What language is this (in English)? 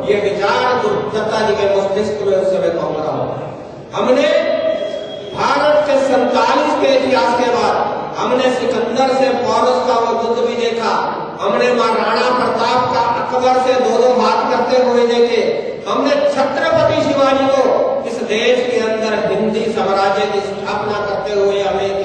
Hindi